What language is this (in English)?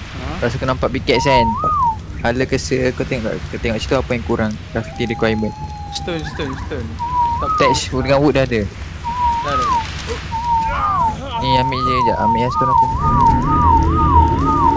Malay